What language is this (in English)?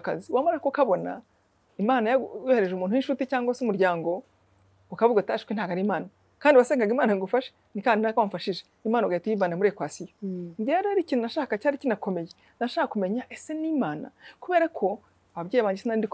Kinyarwanda